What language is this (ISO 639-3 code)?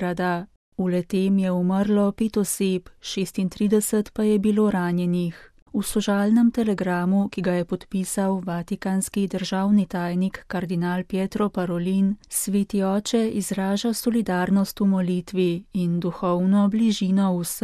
slv